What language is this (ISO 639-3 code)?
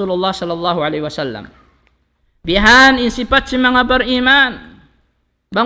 tsg